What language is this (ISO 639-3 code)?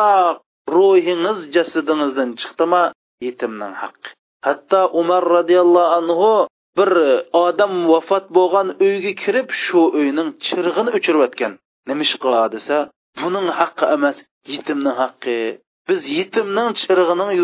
uig